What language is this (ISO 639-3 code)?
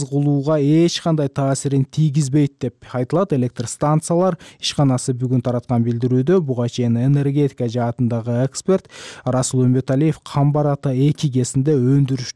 kir